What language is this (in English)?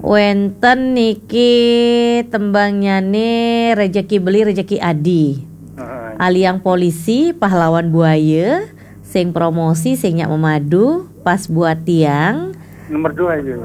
Balinese